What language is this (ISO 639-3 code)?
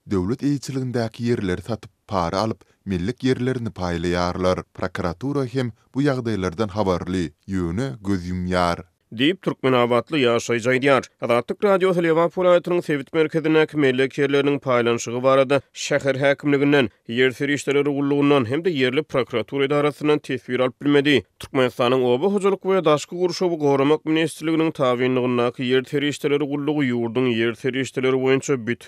tuk